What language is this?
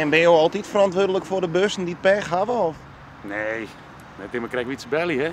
Western Frisian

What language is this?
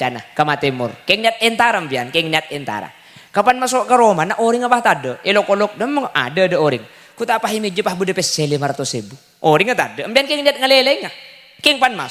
Madurese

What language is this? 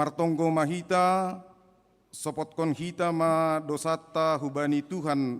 Batak Simalungun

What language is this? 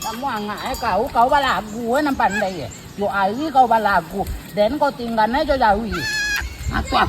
Minangkabau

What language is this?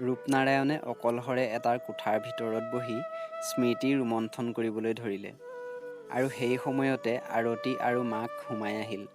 Assamese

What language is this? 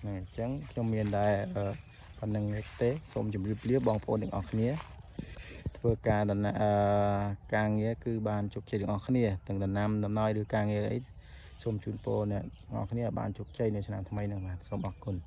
Khmer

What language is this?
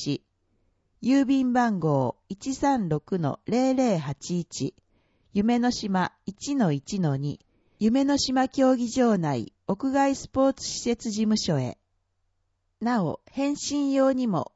Japanese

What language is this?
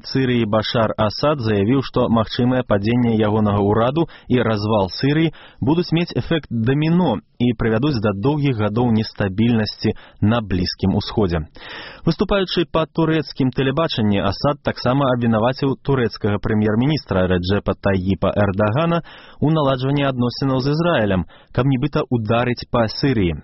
Belarusian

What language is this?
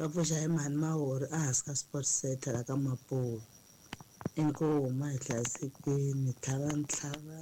Tsonga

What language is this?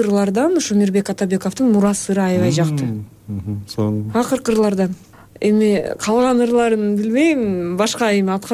Kyrgyz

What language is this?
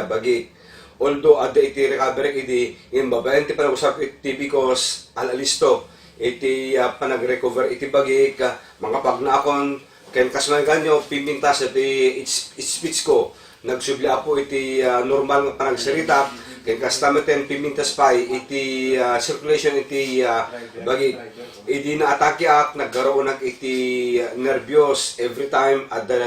Iloko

